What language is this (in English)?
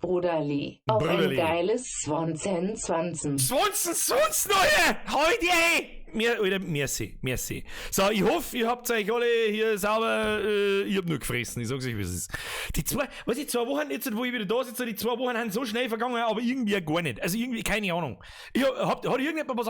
Bavarian